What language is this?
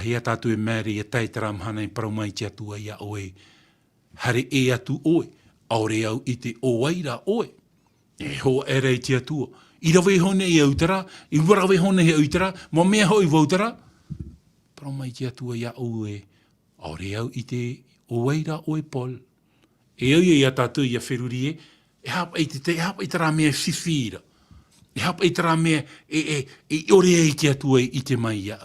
Tahitian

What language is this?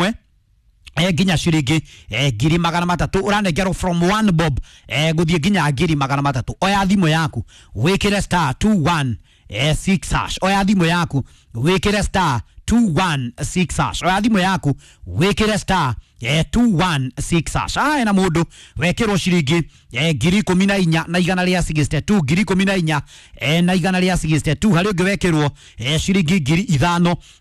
Kikuyu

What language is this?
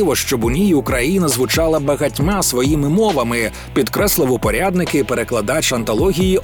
Ukrainian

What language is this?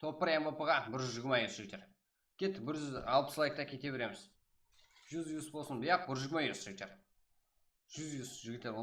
Kara-Kalpak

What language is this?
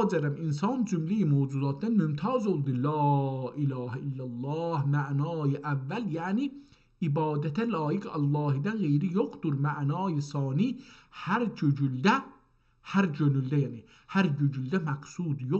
South Azerbaijani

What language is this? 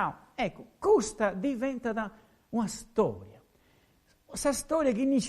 Sardinian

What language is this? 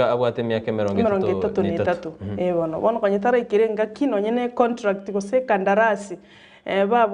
Gusii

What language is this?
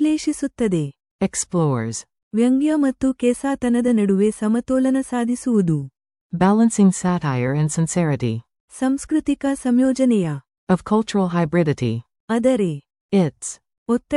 Kannada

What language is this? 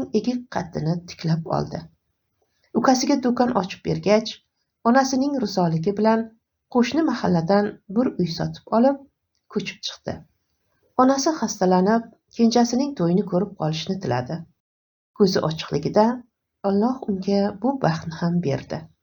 Uzbek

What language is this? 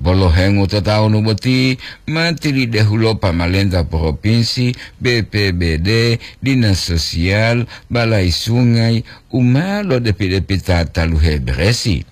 Gorontalo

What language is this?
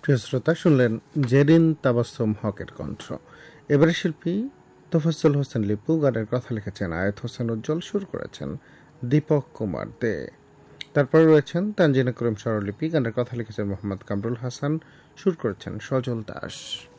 Bangla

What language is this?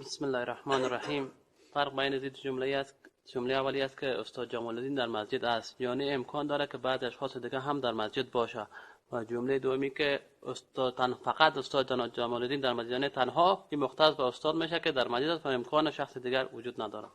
Persian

